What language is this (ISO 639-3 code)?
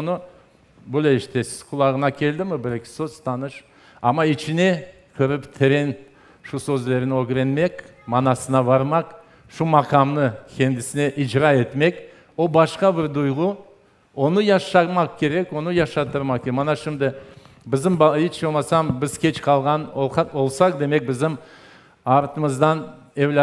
crh